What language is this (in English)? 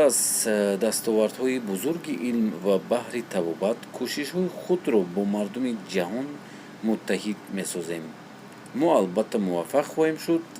Tajik